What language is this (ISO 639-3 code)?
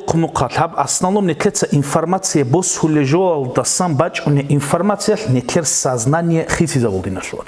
ava